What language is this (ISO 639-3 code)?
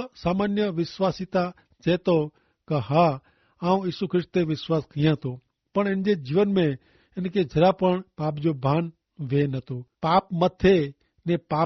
kfr